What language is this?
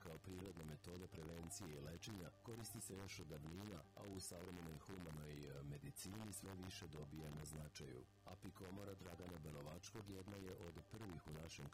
Serbian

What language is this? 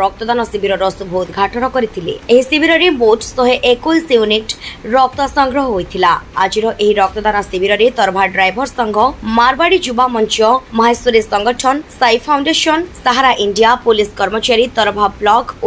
Odia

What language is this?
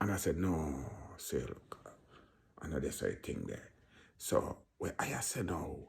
Jamaican Creole English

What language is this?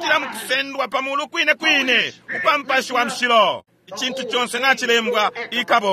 Bemba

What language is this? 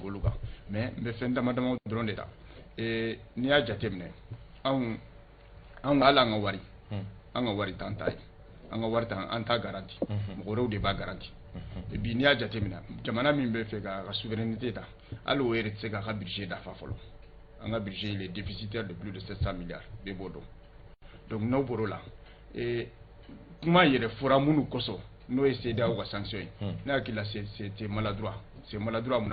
Bambara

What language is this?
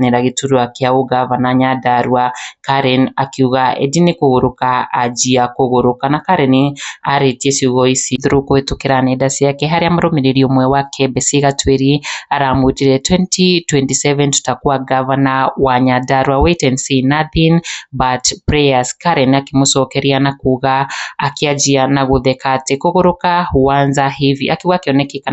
Kikuyu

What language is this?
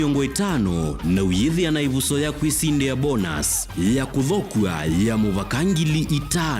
Kamba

